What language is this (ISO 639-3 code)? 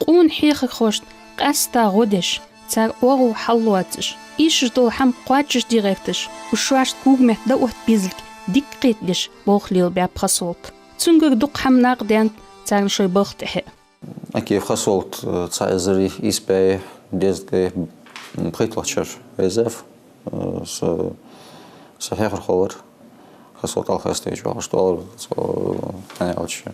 inh